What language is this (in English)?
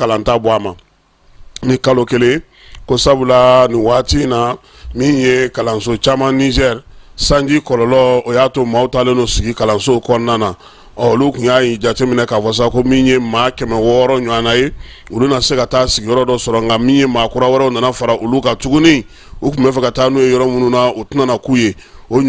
Bambara